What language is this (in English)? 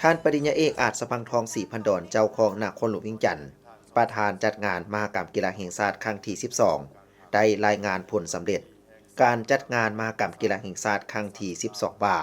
Lao